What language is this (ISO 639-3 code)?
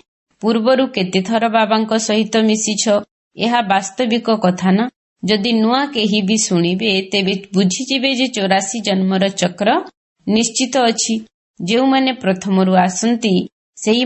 ori